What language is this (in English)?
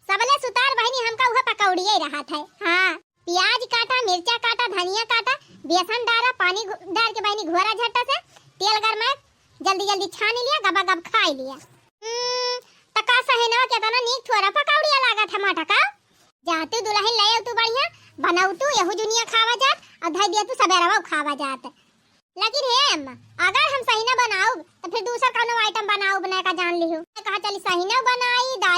Awadhi